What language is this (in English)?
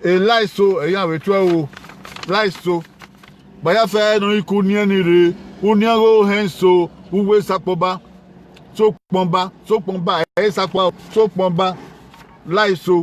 Bini